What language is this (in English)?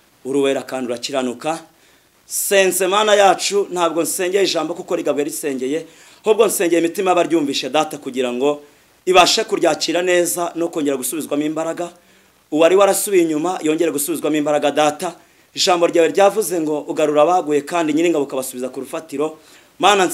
Kinyarwanda